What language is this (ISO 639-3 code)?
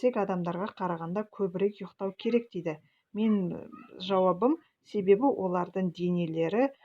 kaz